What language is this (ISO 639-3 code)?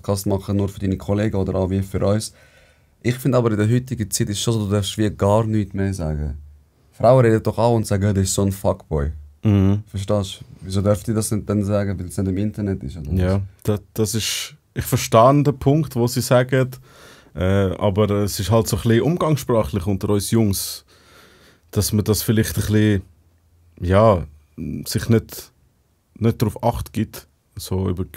gsw